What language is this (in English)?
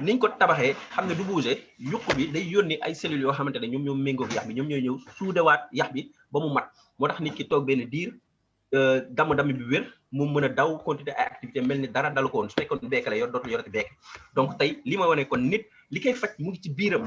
Wolof